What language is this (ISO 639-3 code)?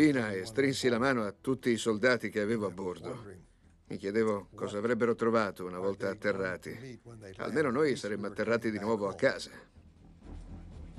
ita